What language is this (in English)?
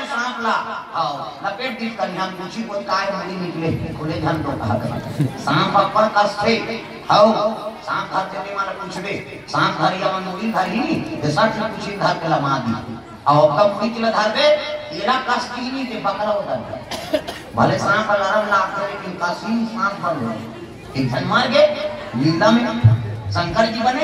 Chhattisgarhi